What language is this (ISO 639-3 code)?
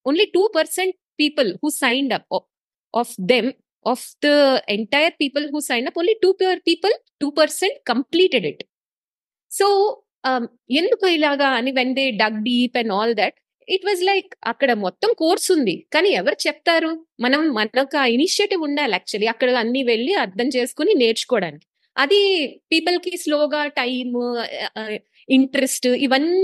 tel